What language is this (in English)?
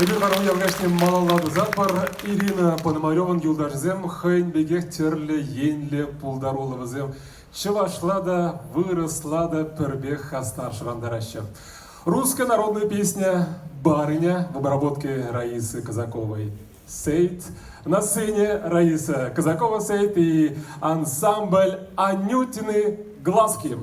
Chuvash